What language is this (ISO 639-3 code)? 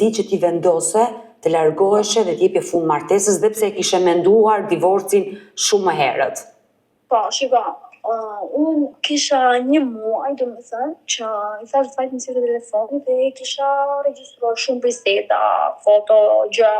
sqi